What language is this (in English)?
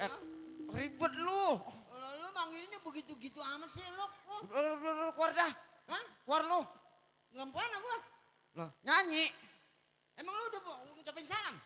Betawi